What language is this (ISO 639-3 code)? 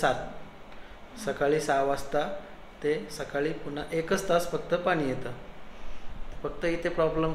mar